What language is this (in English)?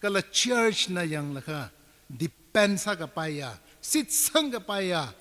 Tangkhul Naga (India)